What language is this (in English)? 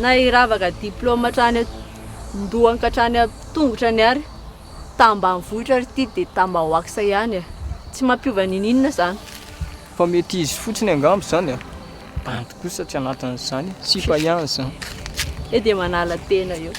Malagasy